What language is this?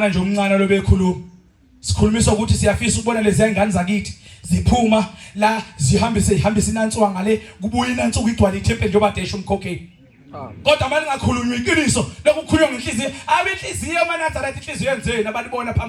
Zulu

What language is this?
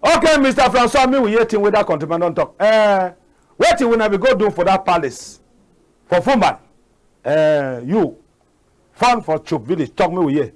Cameroon Pidgin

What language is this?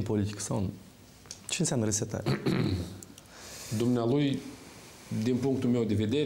Romanian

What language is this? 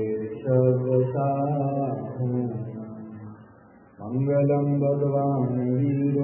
Gujarati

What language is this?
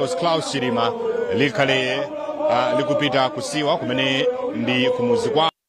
Nyanja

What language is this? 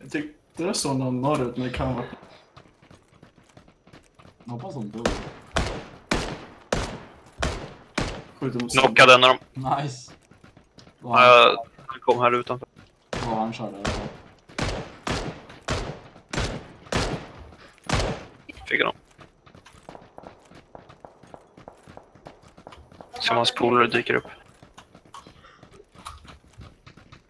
Swedish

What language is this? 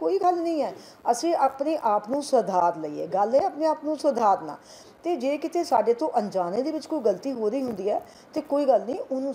Punjabi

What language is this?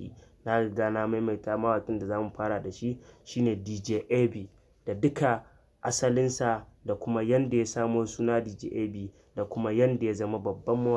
Hausa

